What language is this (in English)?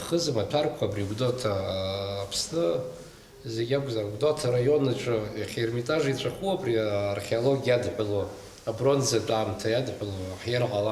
Abkhazian